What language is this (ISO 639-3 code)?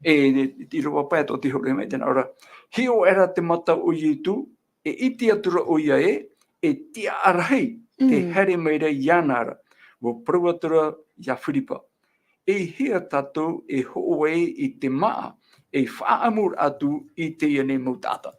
tah